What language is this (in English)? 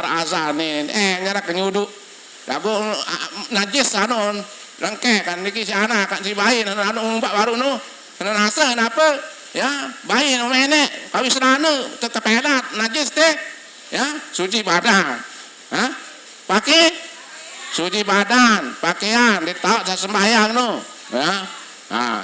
Sasak